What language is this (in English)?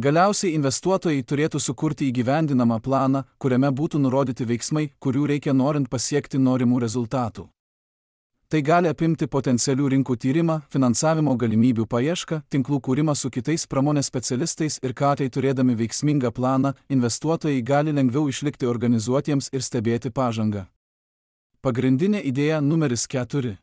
Lithuanian